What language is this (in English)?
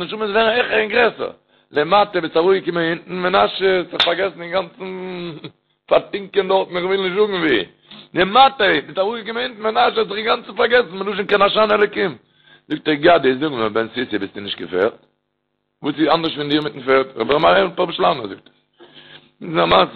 Yiddish